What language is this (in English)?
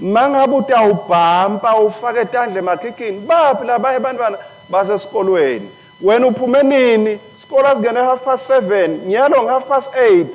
Swati